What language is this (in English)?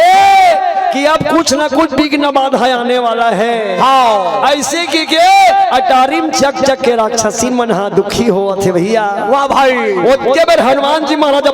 Chhattisgarhi